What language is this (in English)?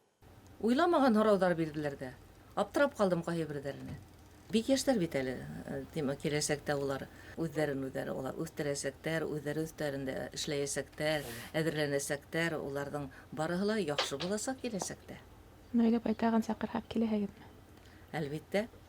Bashkir